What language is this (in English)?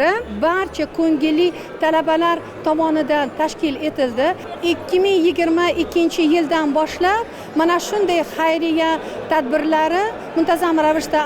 Uzbek